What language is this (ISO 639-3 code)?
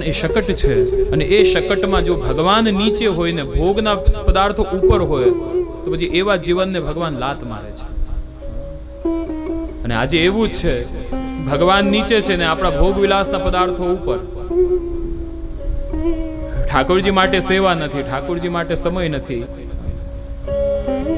guj